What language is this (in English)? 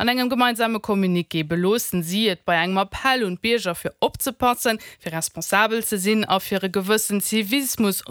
Luxembourgish